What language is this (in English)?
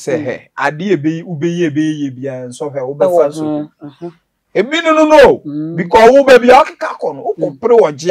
Akan